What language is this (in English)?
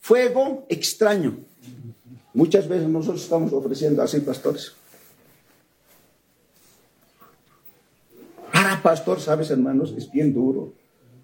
Spanish